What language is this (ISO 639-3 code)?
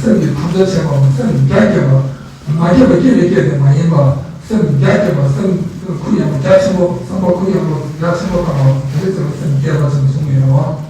bod